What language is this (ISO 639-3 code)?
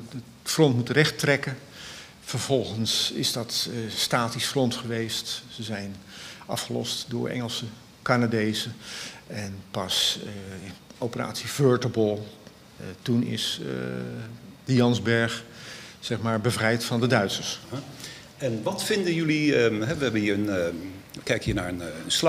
nld